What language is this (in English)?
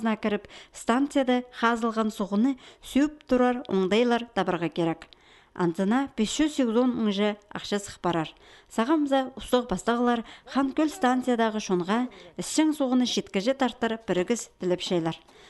Khakas